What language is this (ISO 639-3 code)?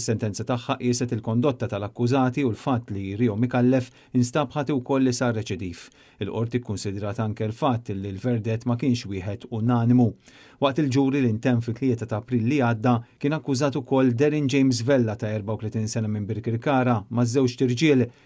mlt